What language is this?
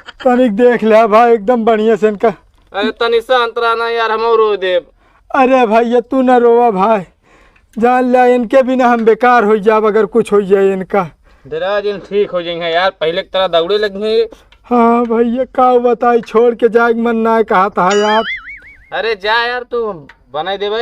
Awadhi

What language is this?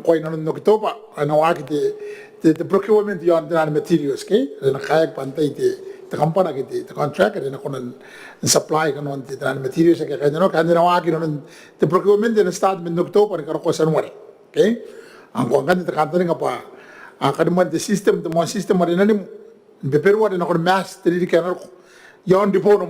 Gilbertese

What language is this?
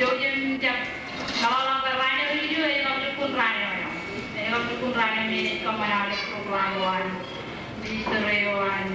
Marshallese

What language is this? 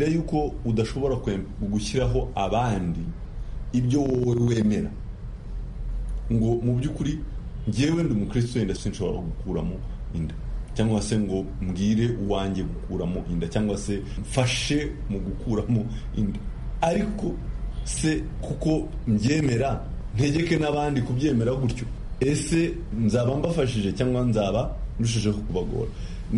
Kinyarwanda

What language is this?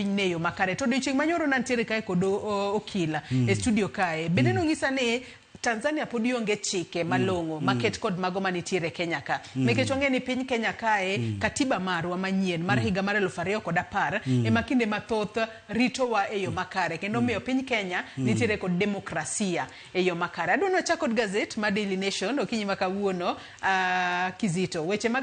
Luo (Kenya and Tanzania)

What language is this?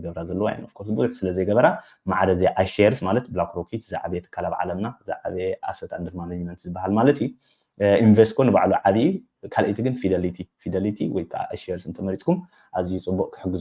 Tigrinya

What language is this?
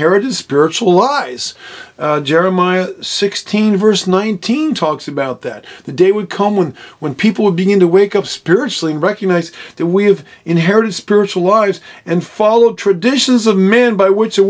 English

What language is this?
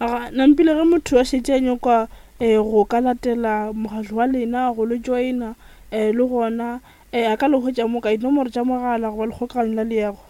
Northern Sotho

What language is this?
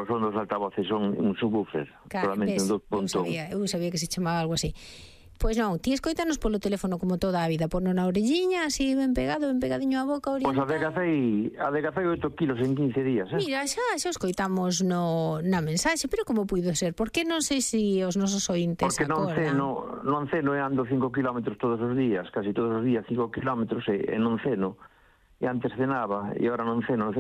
Galician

